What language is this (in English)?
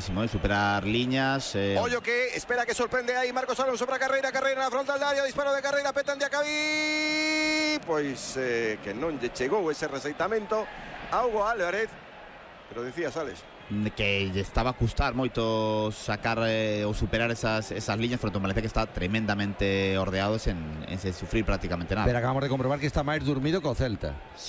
Galician